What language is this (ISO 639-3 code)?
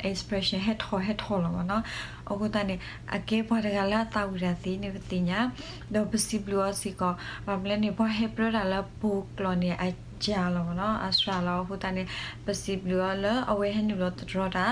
ksw